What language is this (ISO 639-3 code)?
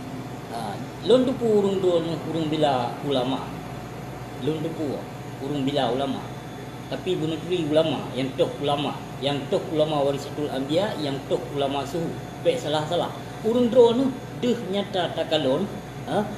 ace